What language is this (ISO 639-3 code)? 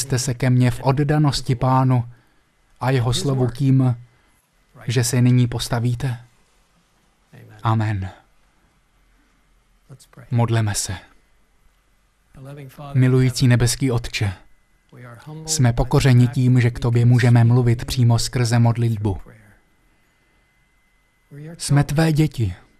ces